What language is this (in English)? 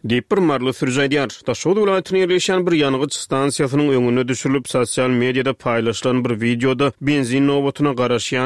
Turkmen